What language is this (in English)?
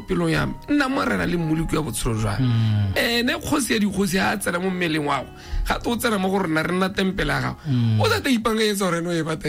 Tswana